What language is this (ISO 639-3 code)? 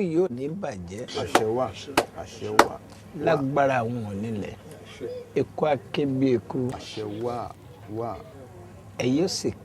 yor